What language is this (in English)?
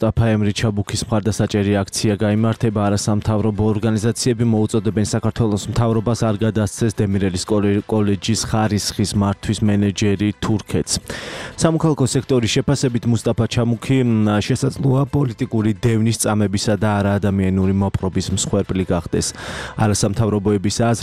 Georgian